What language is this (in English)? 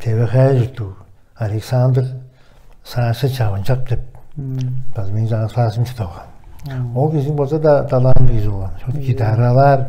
Tuvinian